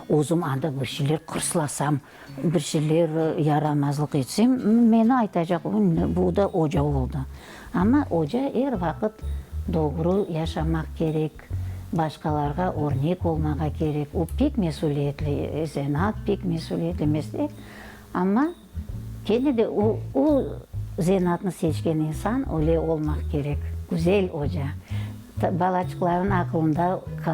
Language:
Crimean Tatar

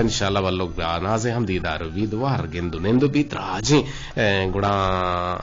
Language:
Eastern Balochi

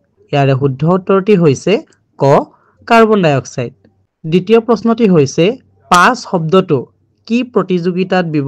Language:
Assamese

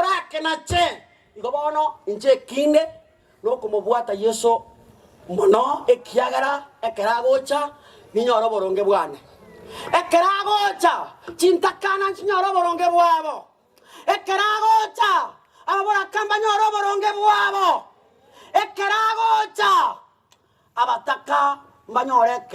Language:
Gusii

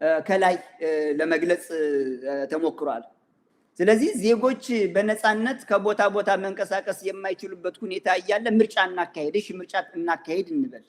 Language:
Amharic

